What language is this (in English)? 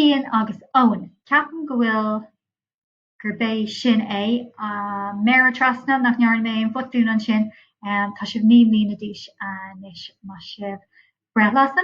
Irish